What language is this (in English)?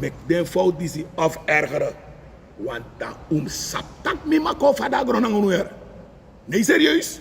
Sranan Tongo